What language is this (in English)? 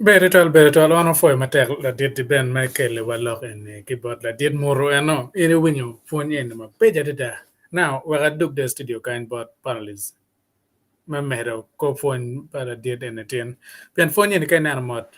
Acoli